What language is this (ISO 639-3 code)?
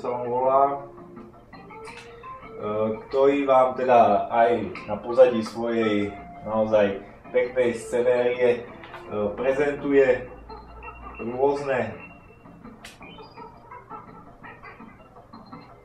slk